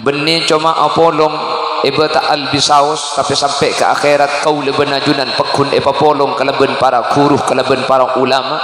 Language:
Madurese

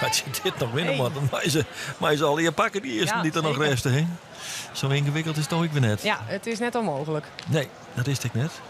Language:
Western Frisian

